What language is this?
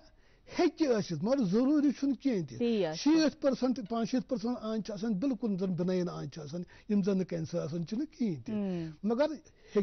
Kashmiri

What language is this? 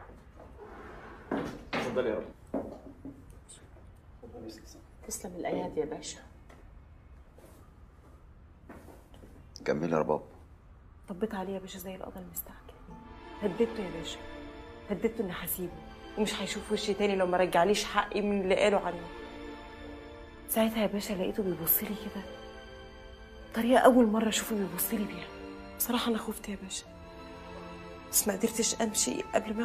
Egyptian Arabic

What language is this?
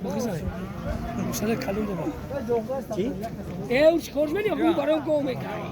Tajik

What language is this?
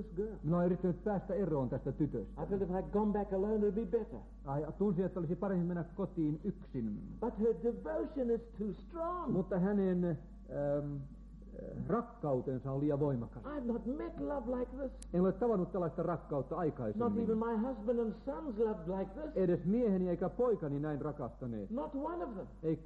Finnish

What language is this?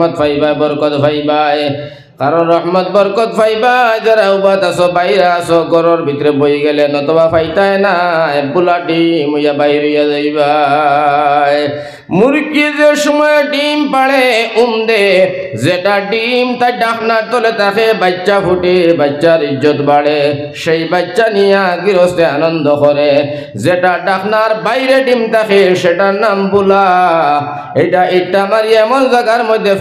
Sylheti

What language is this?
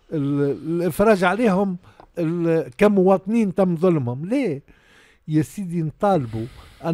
Tunisian Arabic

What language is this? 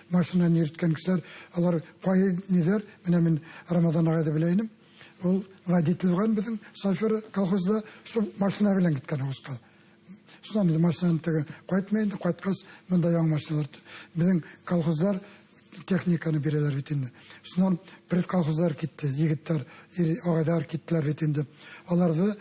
Bashkir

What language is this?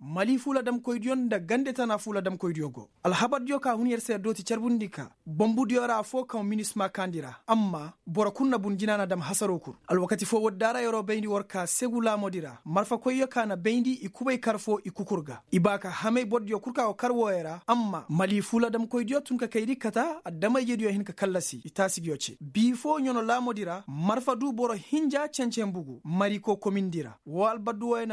Koyraboro Senni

